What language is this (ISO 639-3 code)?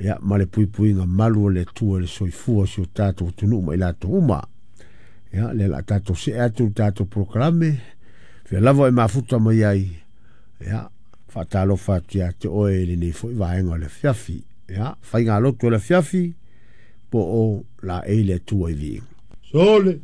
smo